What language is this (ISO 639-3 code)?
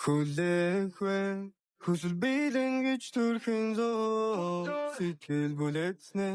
mon